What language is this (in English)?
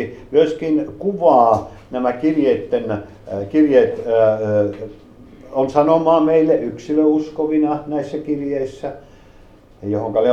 Finnish